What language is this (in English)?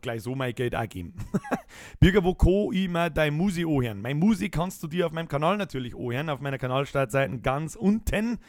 Bavarian